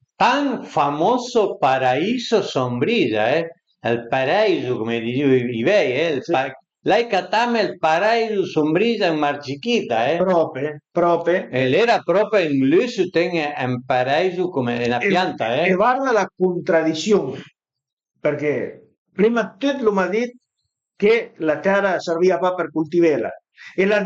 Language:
Piedmontese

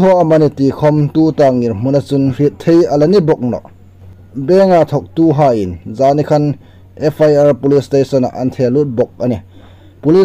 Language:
Hmar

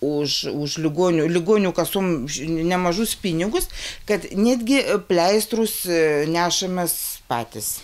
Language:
Lithuanian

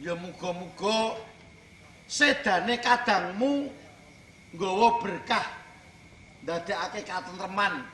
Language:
Javanese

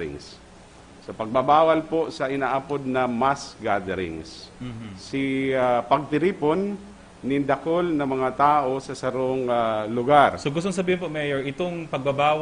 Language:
Bikol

